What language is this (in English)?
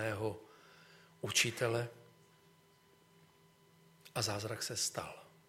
Czech